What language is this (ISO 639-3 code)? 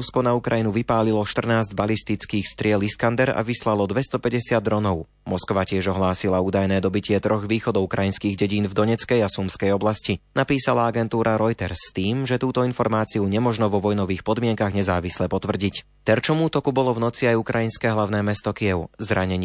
slk